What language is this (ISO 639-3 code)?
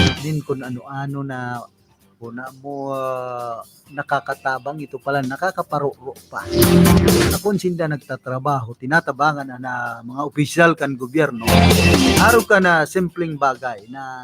bik